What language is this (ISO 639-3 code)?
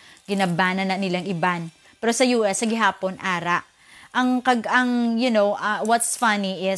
hil